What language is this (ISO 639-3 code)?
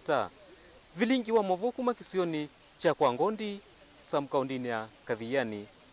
kam